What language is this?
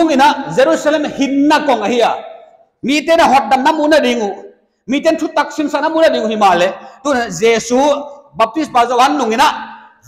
Paite Chin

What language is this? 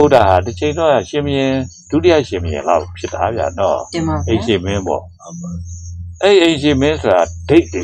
Burmese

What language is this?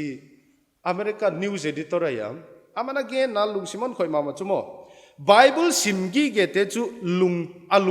Paite Chin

